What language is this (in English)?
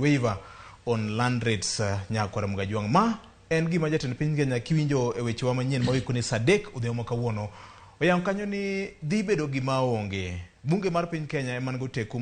Luo (Kenya and Tanzania)